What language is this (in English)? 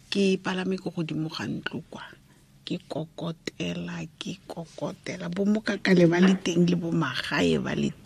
Tswana